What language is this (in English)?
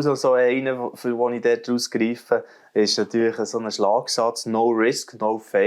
Swiss German